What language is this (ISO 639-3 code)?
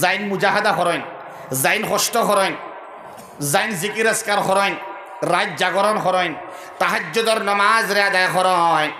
syl